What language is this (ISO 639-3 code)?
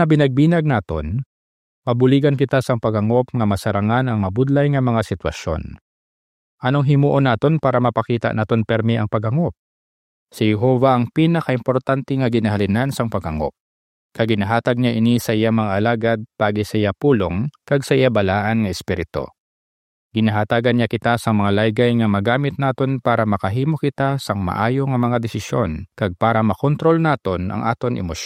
hil